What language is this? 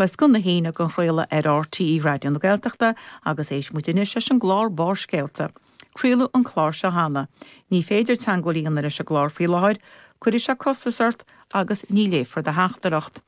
Irish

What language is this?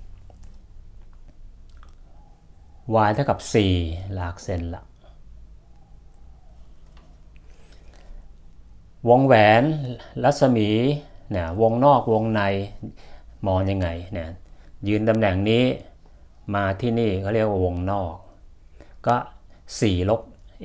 Thai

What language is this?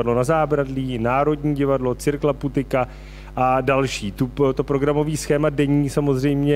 Czech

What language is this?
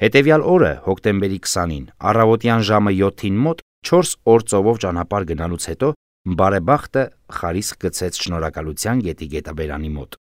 Armenian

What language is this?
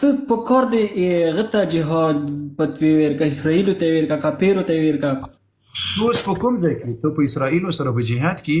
Pashto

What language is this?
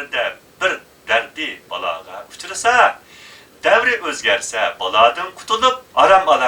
Uyghur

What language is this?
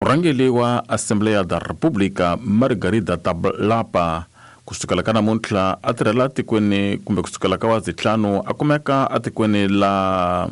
Tsonga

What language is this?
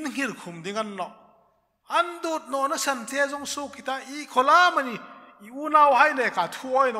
Hmar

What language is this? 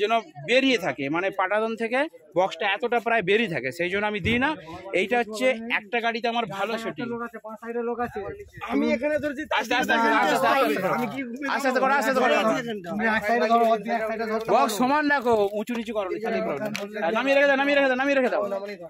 Bangla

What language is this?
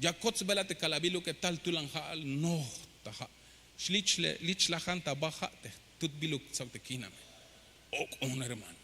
Tzeltal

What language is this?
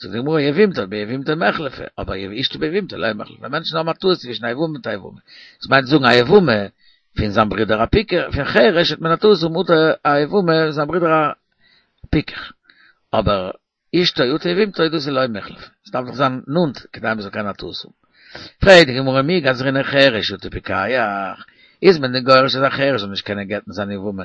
Yiddish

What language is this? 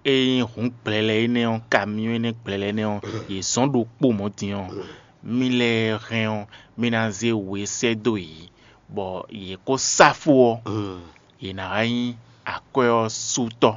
Fon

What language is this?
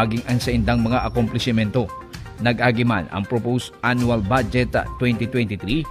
Bikol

